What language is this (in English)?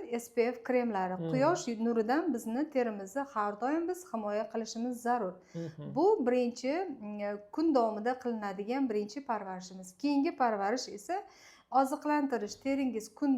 Uzbek